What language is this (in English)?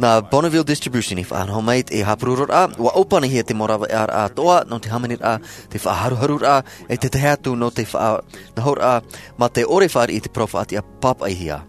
Tahitian